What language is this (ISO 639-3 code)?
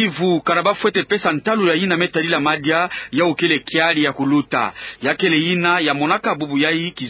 ktu